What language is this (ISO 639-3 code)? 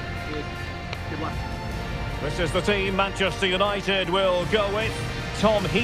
eng